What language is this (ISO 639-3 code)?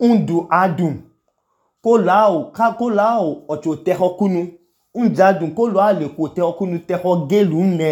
idu